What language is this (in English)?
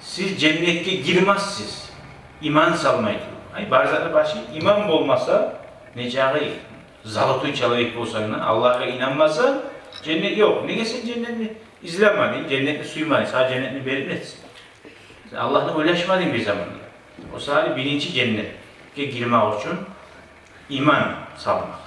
Kumyk